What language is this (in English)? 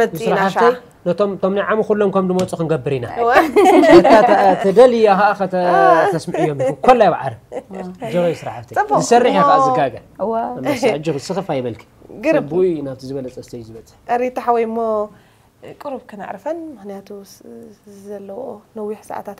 Tigrinya